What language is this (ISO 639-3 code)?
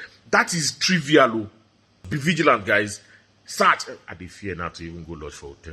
pcm